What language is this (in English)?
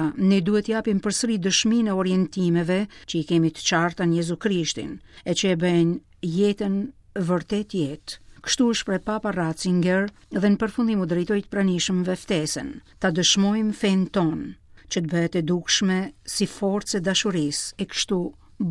Albanian